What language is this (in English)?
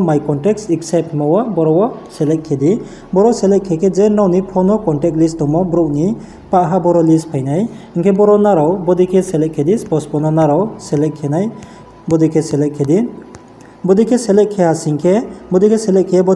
Riang (India)